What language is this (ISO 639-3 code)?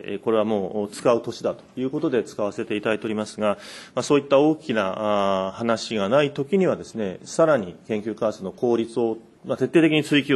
jpn